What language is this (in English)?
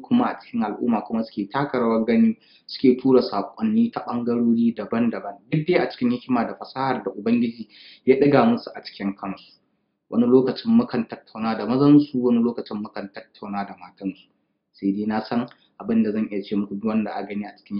Hausa